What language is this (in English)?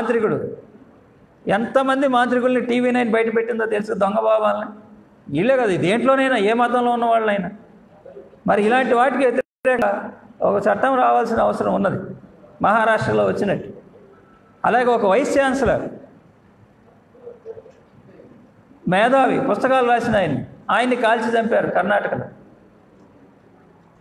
Telugu